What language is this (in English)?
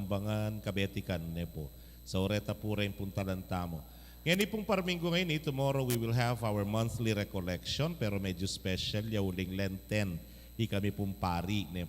Pampanga